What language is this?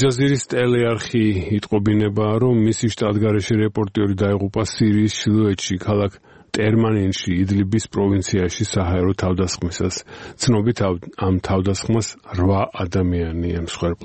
Georgian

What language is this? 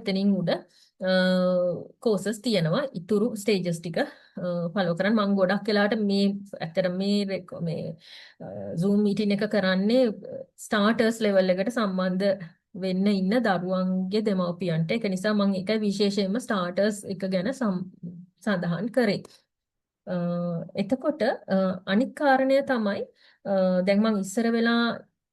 Sinhala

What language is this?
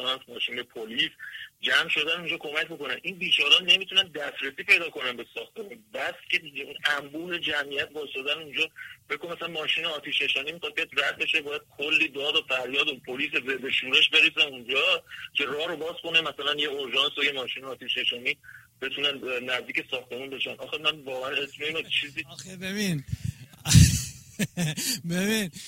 Persian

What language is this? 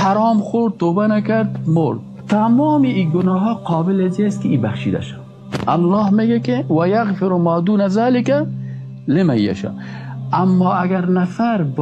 Persian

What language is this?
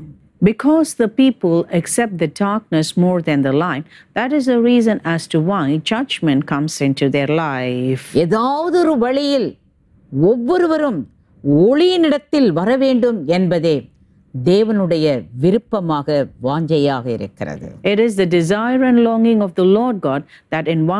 Tamil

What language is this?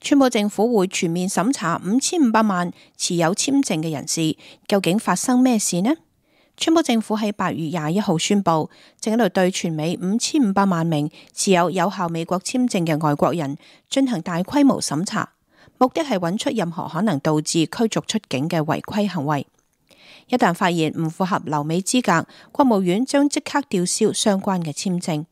Cantonese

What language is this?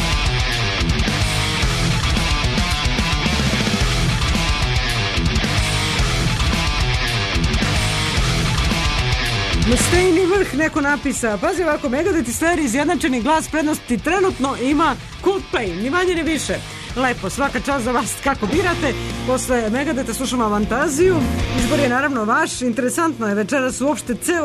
Serbian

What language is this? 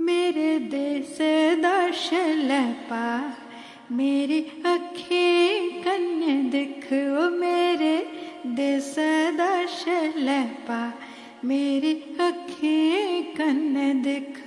Dogri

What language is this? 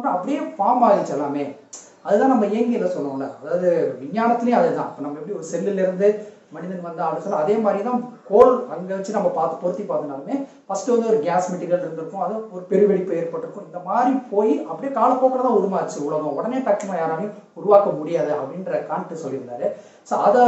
Tamil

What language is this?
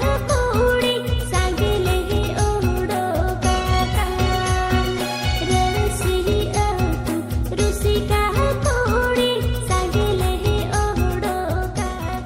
Santali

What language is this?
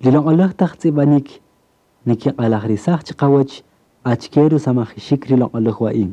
Kaqchikel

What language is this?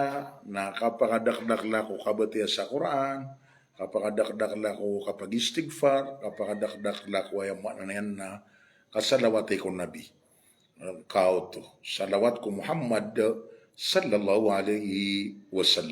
Maranao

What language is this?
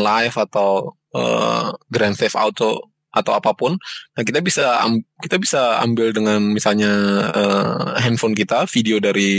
Indonesian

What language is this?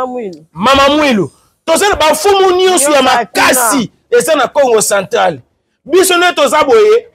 Lingala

